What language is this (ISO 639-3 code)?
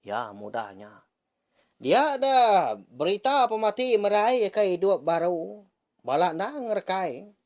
iba